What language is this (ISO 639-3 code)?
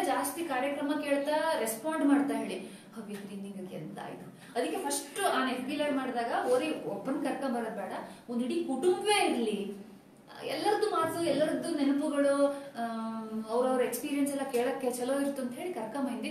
kan